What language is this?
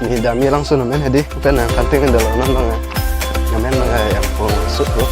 Karbi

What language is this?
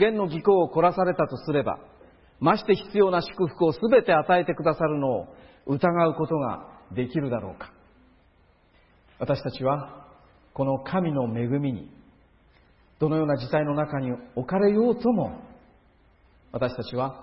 Japanese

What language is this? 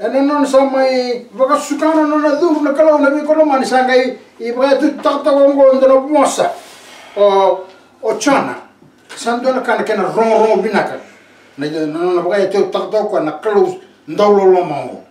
Fijian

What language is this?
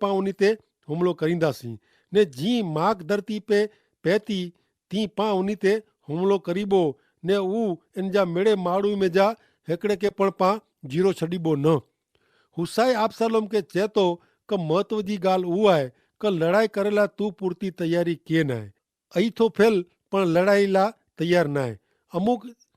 Kachhi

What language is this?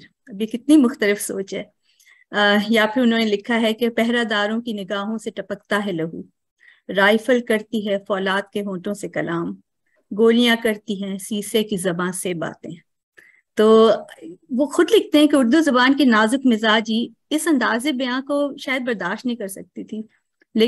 Urdu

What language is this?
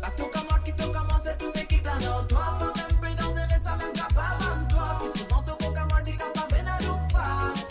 Morisyen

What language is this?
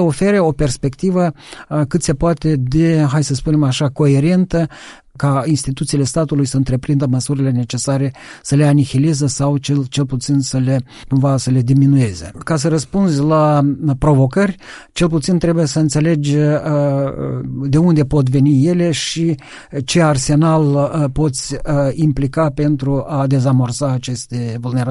Romanian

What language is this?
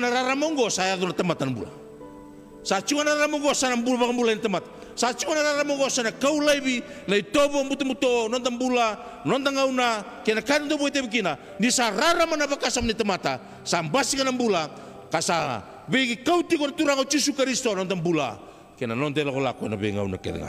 Fijian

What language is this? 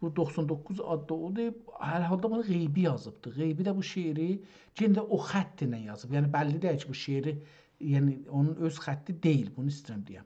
South Azerbaijani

